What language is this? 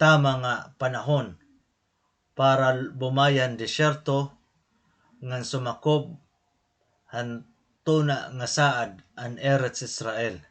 Waray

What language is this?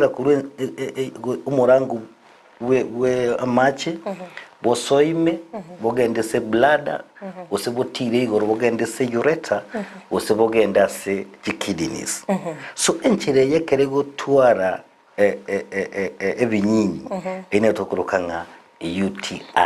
Gusii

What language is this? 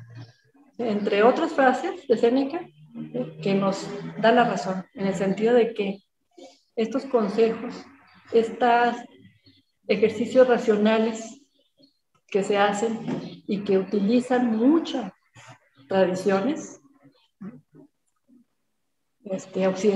Spanish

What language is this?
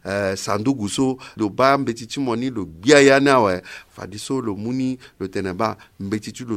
Sango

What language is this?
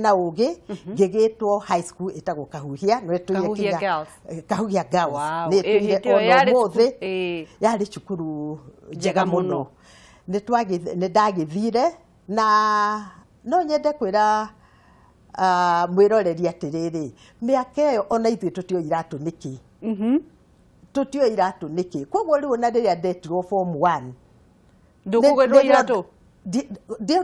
Kikuyu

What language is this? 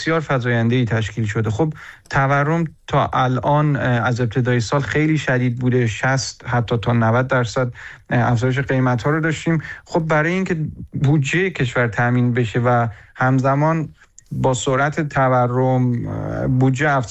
Persian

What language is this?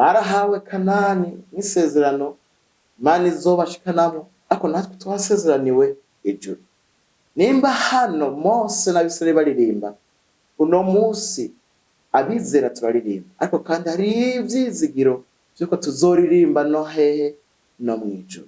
Rundi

